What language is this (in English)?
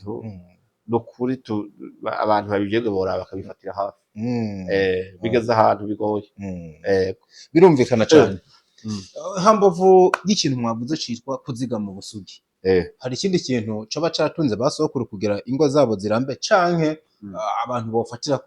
Rundi